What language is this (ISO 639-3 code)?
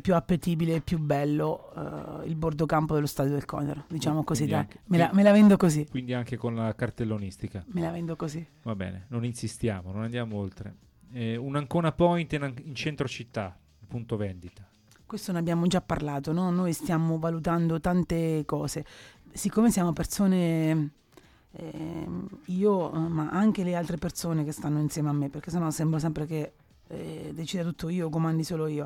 ita